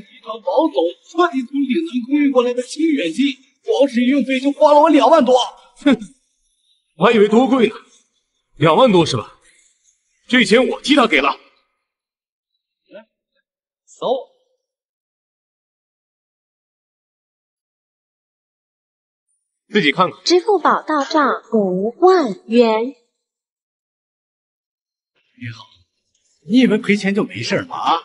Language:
Chinese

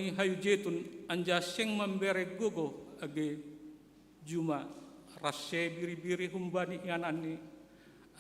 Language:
Batak Simalungun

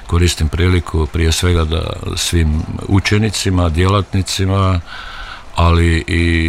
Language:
Croatian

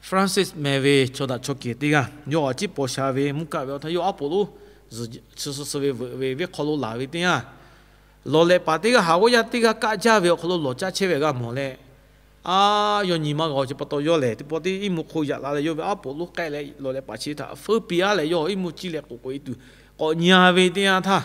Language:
Lahu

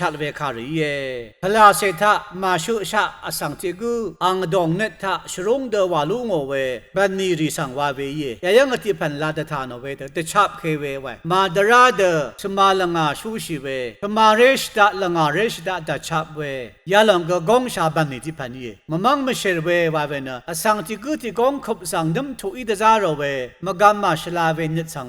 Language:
Rawang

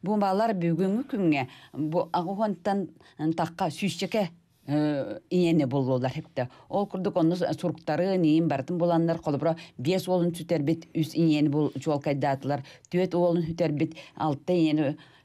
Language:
Yakut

